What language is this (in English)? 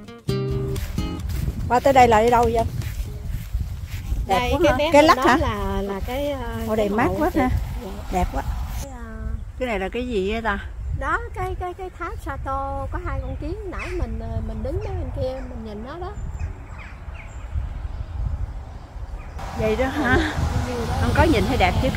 Vietnamese